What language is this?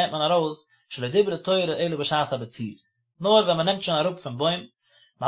Yiddish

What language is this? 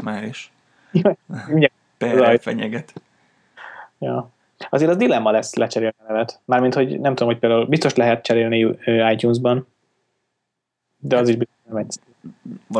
Hungarian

